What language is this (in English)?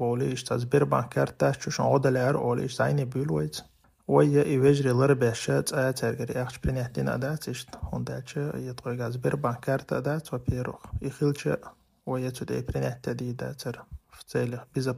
Chechen